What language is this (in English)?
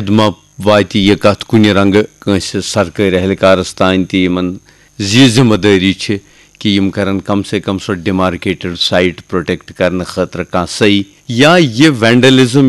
Kashmiri